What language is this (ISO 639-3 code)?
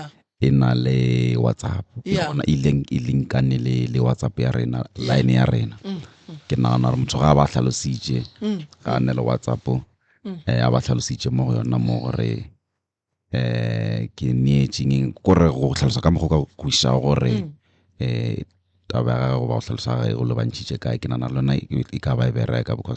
nso